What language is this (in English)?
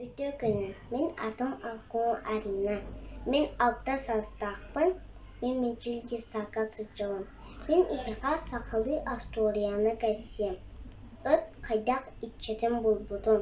Yakut